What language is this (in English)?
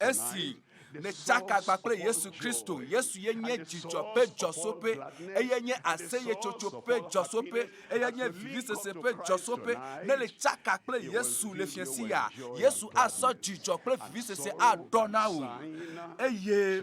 Ewe